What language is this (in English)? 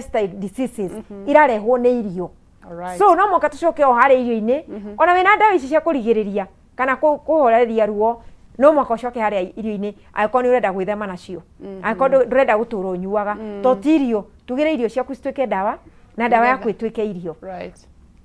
Kikuyu